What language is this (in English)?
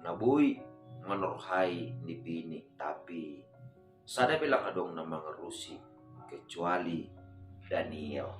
Batak Simalungun